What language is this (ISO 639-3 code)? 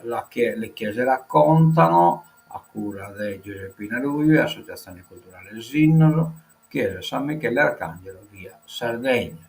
srd